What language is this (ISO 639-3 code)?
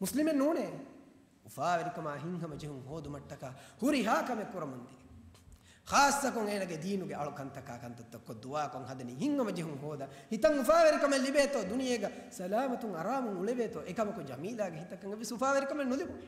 div